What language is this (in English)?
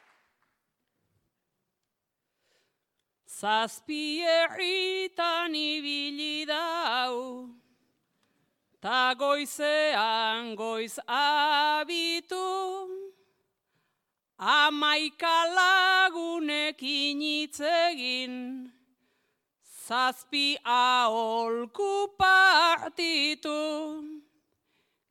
Basque